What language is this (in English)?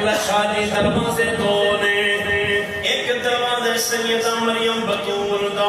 Saraiki